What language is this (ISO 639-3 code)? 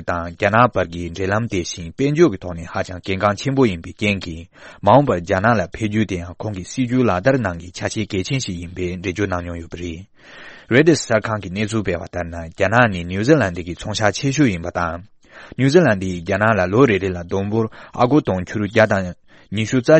bod